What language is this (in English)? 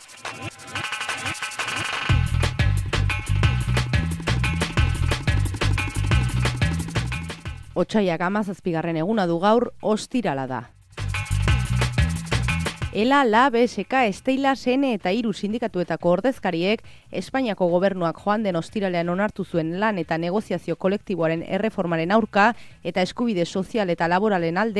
Basque